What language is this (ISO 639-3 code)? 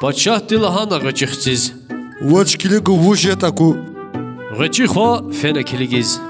lez